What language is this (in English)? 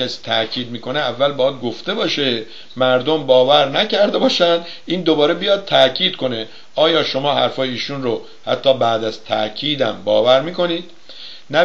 Persian